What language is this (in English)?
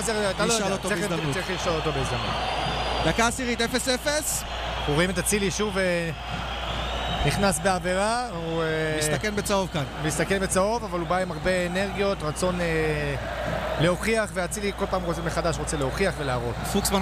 Hebrew